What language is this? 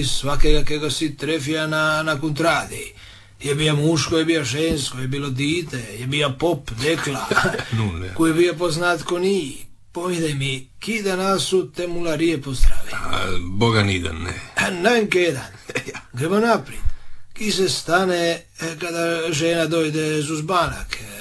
Croatian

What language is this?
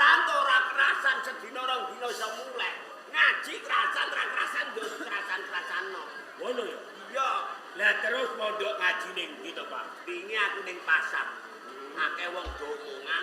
Javanese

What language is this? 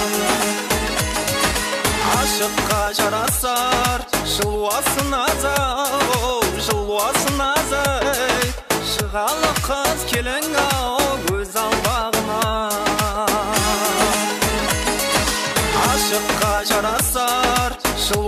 Kara-Kalpak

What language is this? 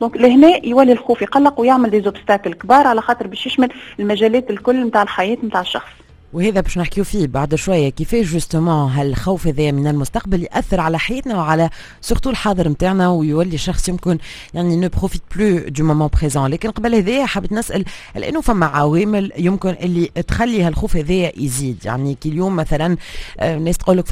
Tunisian Arabic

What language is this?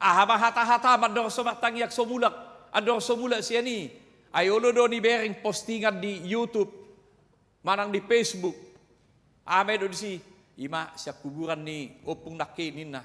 Batak Toba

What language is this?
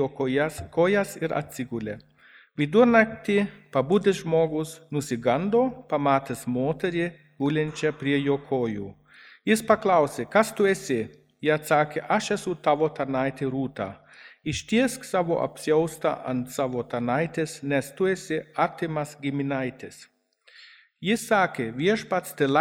Lithuanian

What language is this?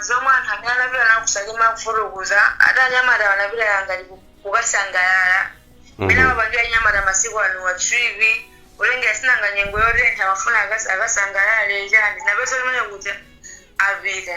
Nyanja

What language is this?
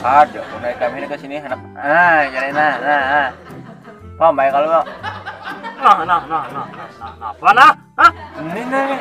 Banjar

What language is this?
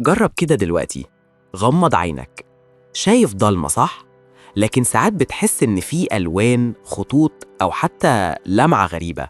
Egyptian Arabic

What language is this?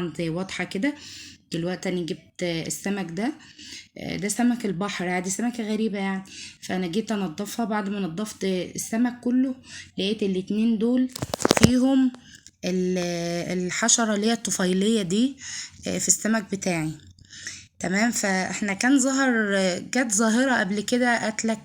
Egyptian Arabic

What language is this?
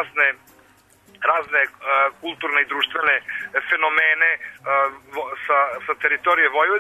Serbian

